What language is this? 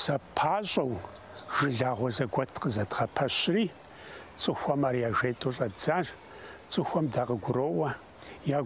Kabardian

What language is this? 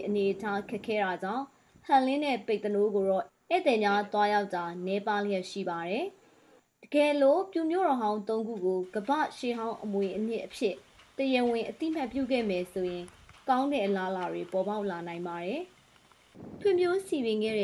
Burmese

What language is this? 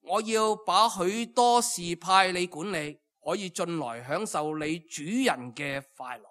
Cantonese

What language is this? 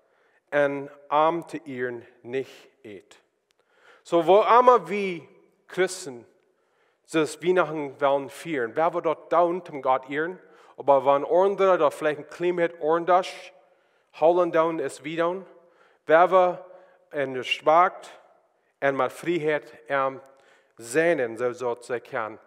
Plautdietsch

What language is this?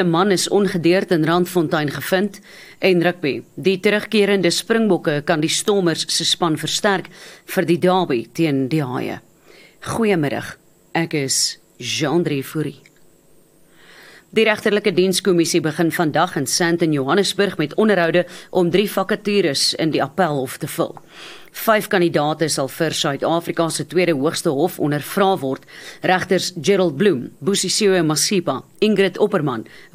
Afrikaans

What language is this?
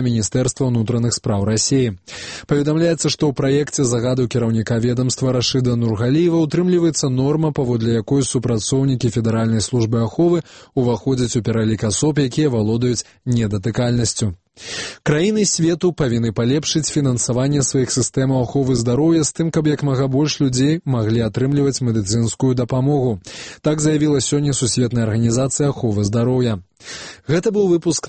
Belarusian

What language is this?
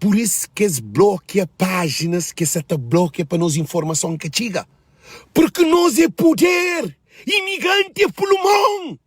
Kabuverdianu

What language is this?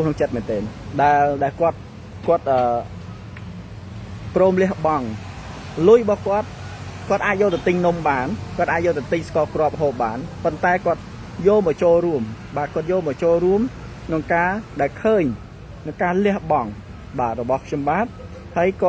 Khmer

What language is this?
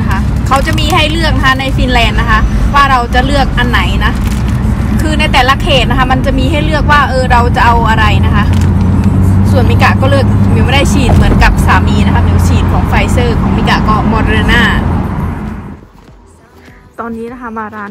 Thai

